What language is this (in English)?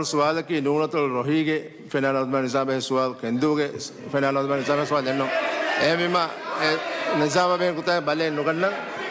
Divehi